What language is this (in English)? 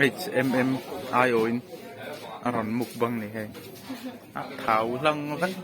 Mizo